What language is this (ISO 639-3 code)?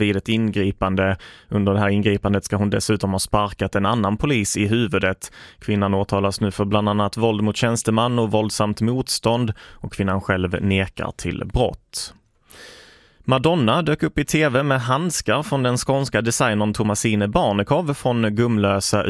swe